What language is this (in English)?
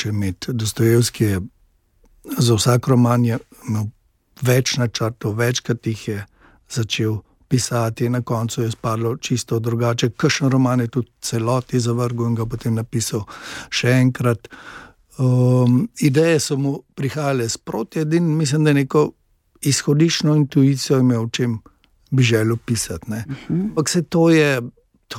Slovenian